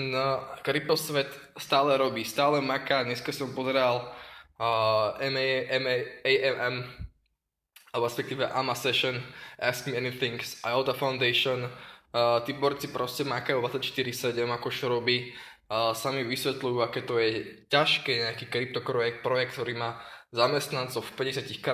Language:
Slovak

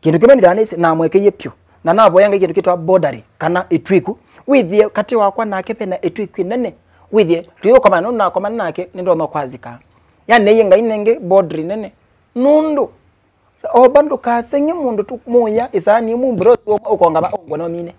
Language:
Kamba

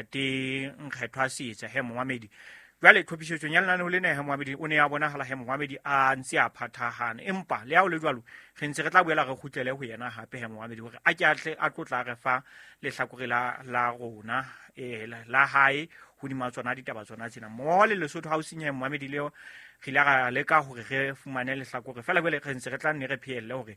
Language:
Southern Sotho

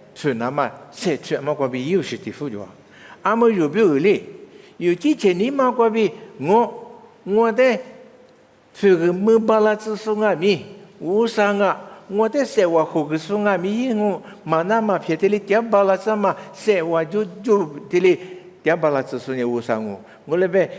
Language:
Lisu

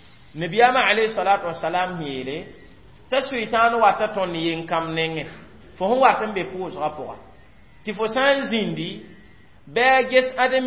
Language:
Mossi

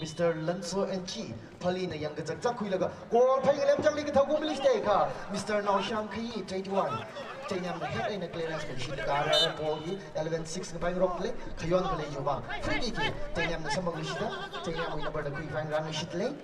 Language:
Tangkhul Naga (India)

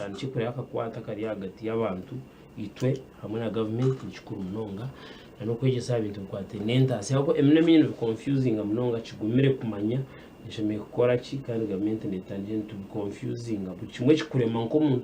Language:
Nyankole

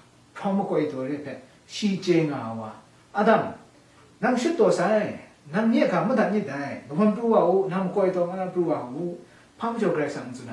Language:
Kachin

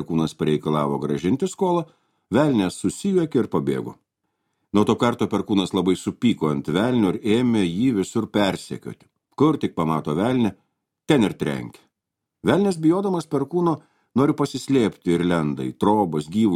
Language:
Lithuanian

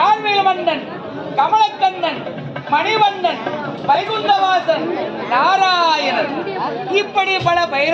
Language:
Tamil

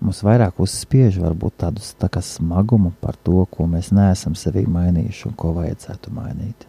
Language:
Latvian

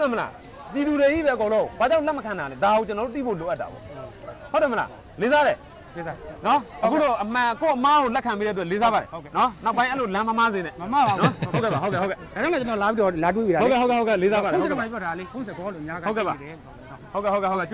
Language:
Burmese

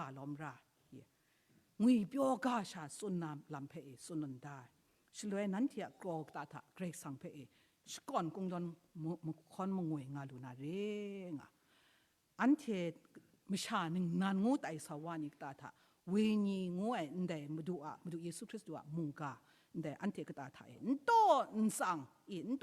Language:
Kachin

